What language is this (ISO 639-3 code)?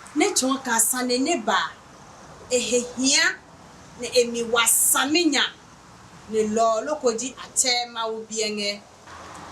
ada